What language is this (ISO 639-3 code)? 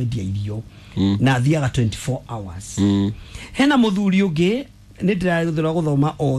kik